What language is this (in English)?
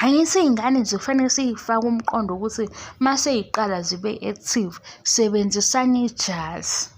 Zulu